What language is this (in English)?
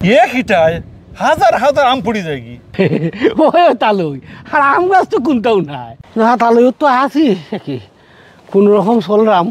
Sylheti